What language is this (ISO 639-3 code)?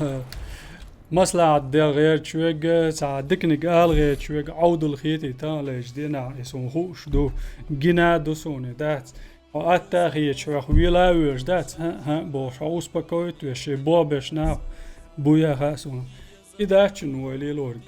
che